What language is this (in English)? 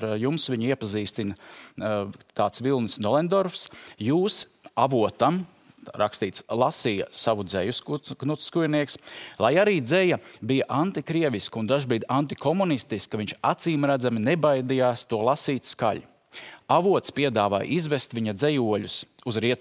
Latvian